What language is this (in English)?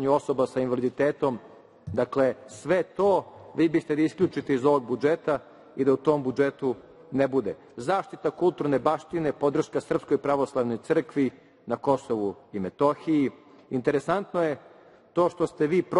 Serbian